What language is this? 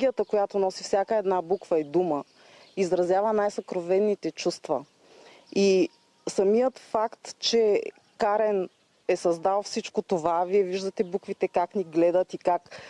Bulgarian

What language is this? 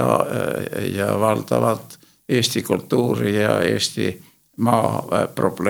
Estonian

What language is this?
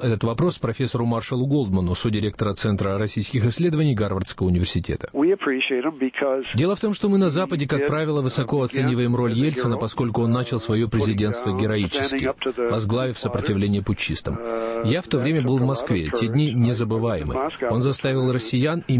Russian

